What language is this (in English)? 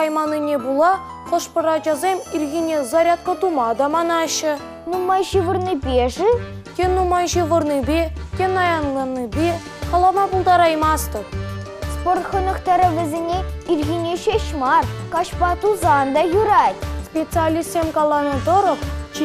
Chuvash